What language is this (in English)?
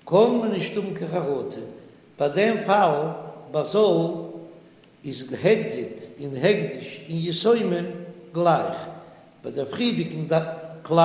Yiddish